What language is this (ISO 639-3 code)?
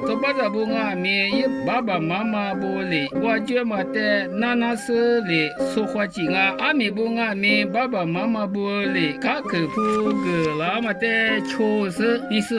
lis